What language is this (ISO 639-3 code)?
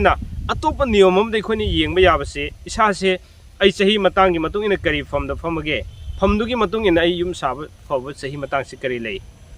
mni